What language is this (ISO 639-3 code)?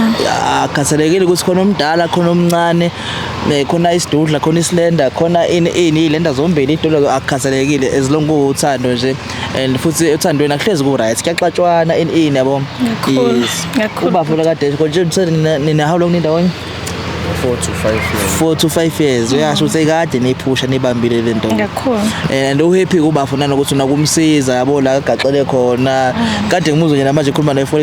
zul